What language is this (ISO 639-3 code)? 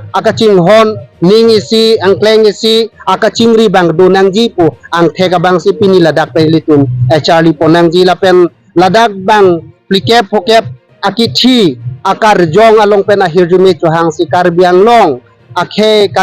mjw